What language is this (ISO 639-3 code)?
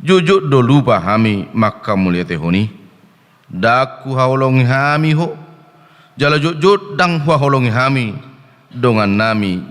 bbc